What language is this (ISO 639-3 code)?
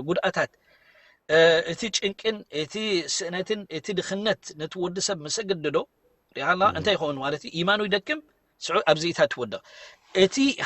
tir